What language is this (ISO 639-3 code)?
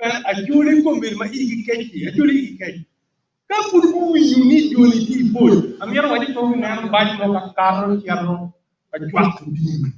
ach